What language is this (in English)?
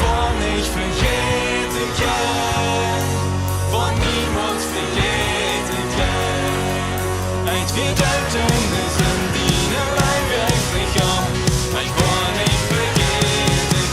Plautdietsch